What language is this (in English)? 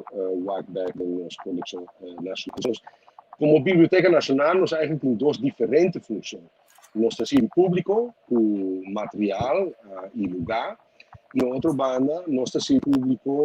Papiamento